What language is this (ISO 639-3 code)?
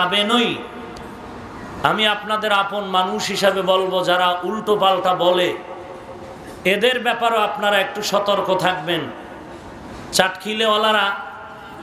ben